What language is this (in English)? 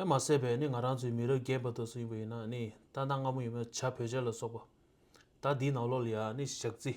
Tibetan